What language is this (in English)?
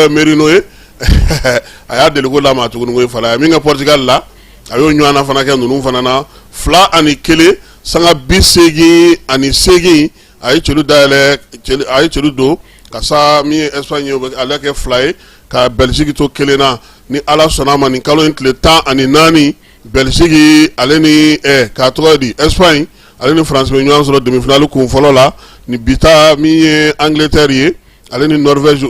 Bambara